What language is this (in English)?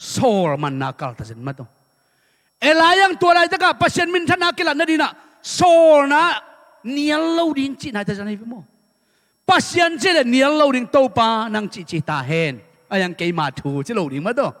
Tedim Chin